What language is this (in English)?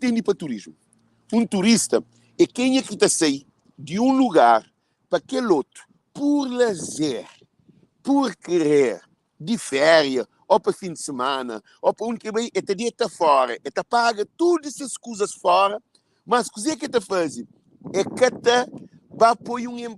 Kabuverdianu